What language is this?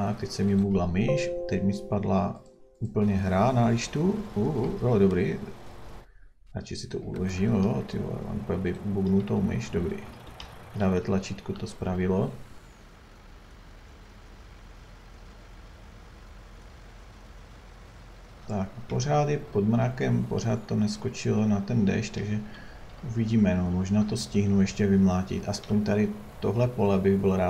Czech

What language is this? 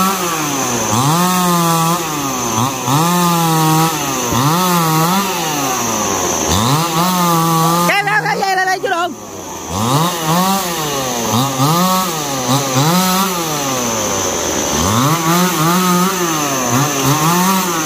Vietnamese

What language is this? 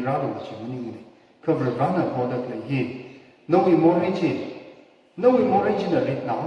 Tangkhul Naga (India)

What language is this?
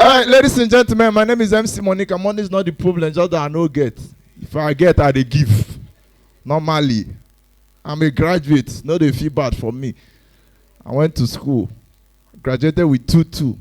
Nigerian Pidgin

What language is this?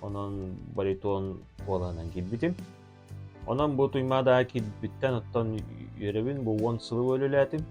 Yakut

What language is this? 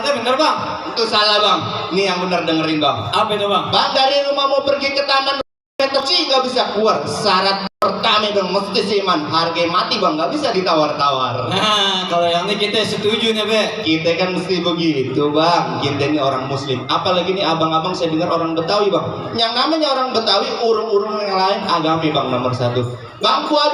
Betawi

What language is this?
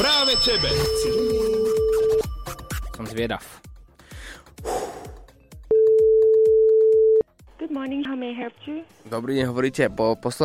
Slovak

